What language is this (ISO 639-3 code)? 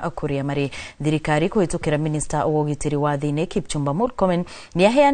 kik